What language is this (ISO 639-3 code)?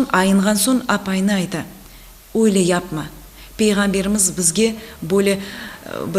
crh